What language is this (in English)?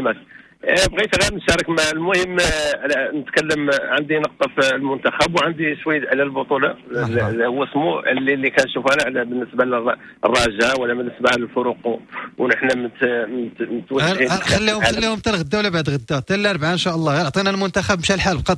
Moroccan Arabic